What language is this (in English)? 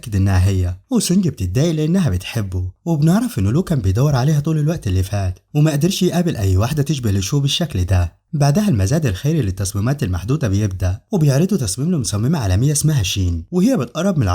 Egyptian Arabic